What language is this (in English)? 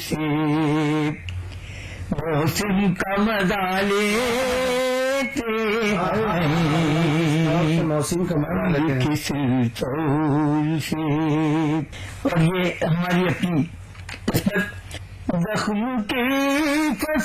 Urdu